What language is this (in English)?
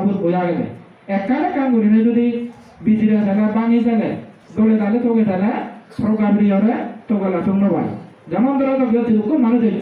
Chakma